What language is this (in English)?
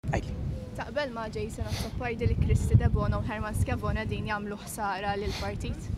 Maltese